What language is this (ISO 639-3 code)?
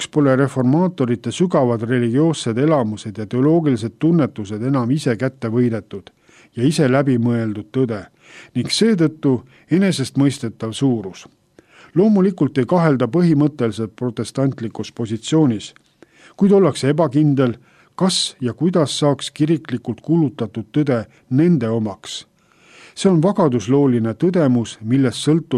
est